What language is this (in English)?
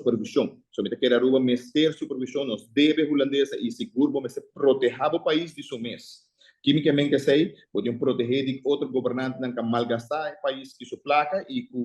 Papiamento